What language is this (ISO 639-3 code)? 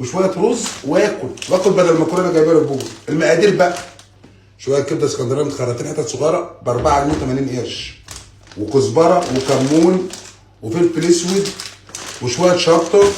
arz